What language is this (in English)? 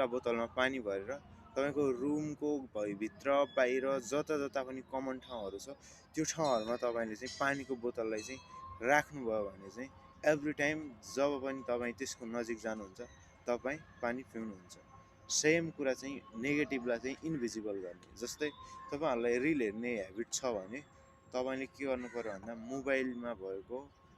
Nepali